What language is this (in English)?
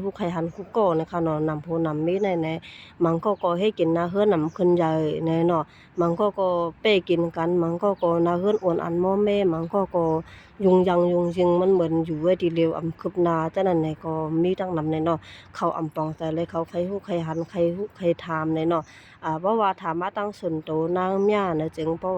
Shan